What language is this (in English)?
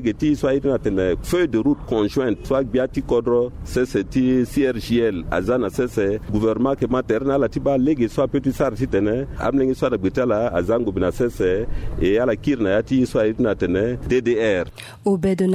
Sango